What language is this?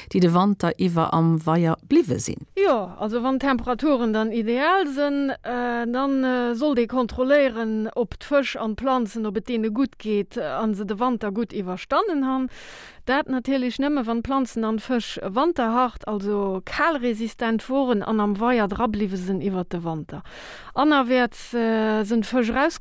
Luxembourgish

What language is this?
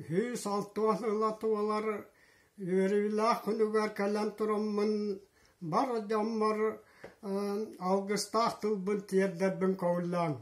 Yakut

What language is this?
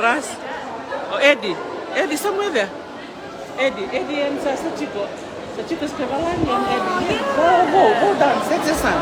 Fijian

